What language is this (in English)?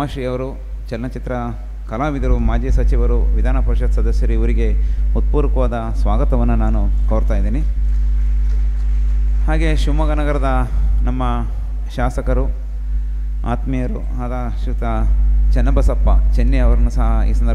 Kannada